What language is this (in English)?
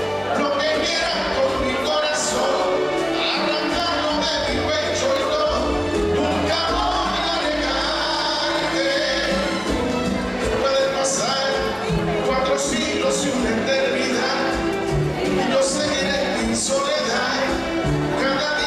Spanish